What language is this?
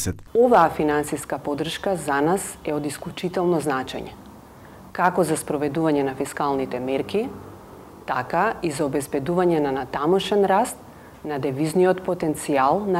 Macedonian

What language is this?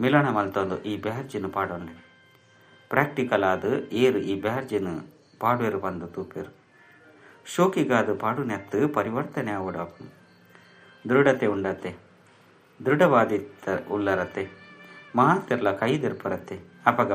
Tulu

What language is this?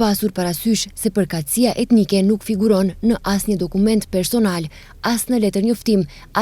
Albanian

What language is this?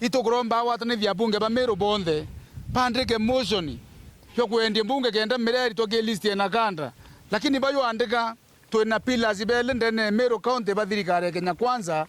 Meru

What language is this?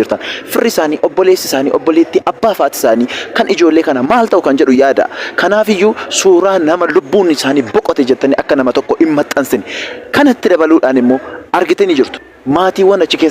Oromo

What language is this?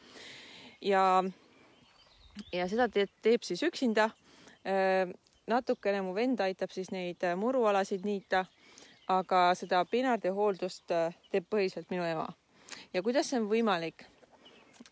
Estonian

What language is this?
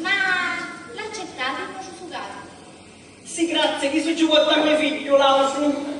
Sicilian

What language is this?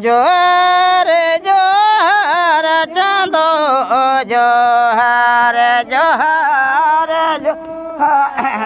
Santali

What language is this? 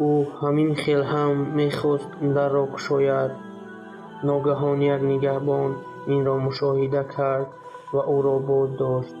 Tajik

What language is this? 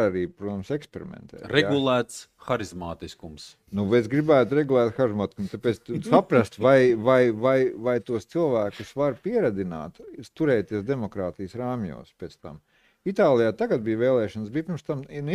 Latvian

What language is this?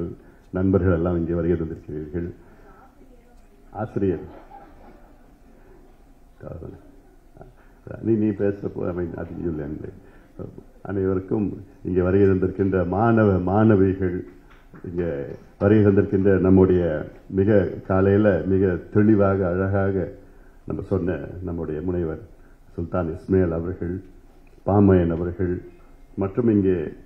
Tamil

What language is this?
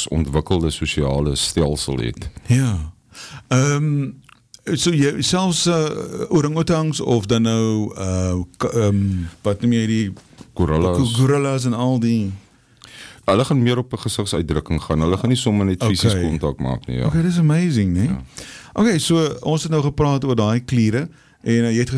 Afrikaans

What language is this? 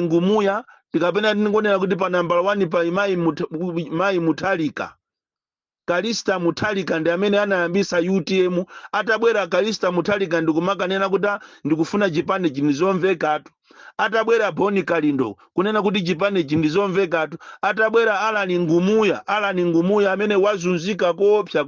Nyanja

